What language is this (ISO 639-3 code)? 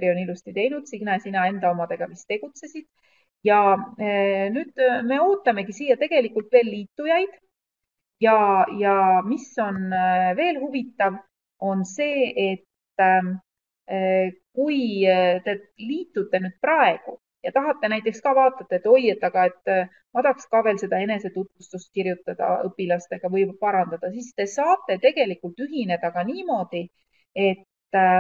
est